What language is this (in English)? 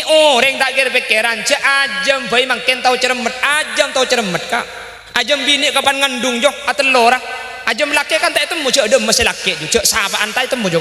Madurese